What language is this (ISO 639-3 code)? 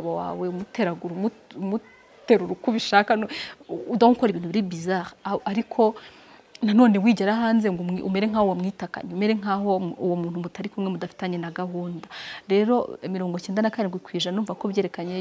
kin